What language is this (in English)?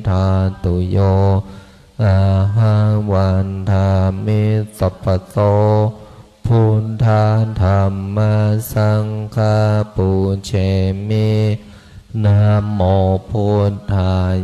Pali